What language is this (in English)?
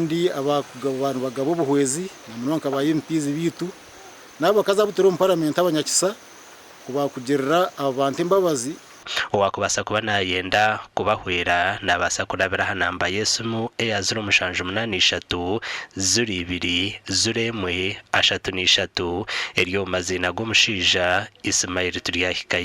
Nyankole